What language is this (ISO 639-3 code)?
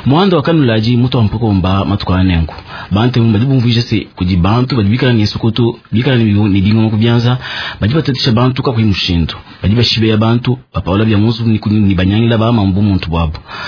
lua